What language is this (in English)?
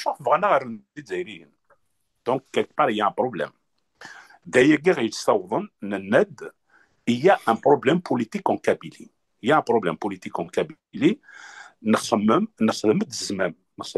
Kabyle